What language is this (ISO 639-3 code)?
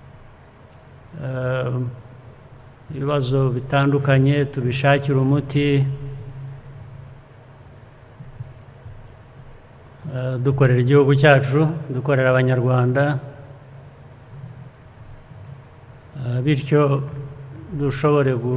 kin